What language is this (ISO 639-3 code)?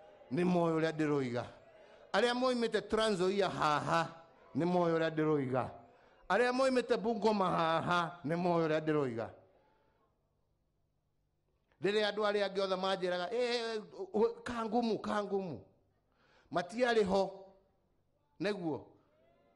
kik